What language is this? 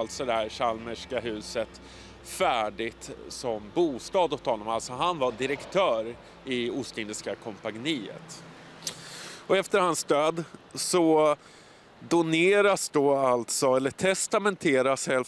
Swedish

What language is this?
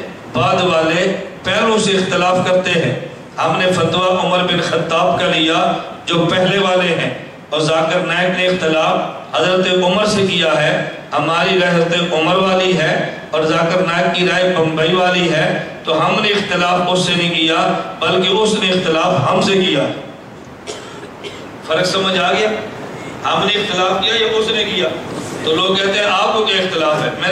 Urdu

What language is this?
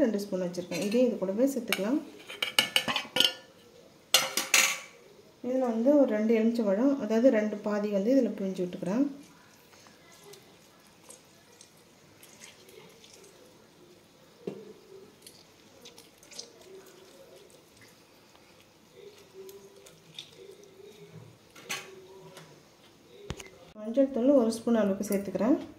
Tamil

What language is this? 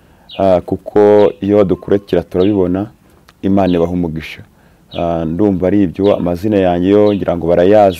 Kinyarwanda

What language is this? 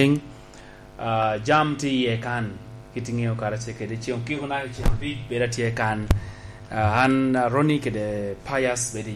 Lango (Uganda)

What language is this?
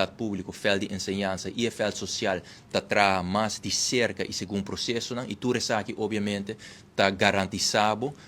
Papiamento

